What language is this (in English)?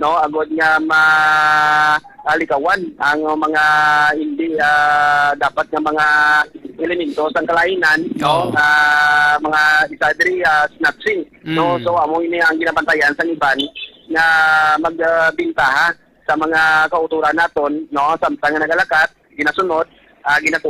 Hiligaynon